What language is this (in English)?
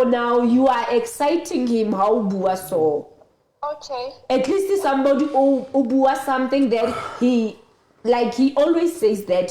Southern Sotho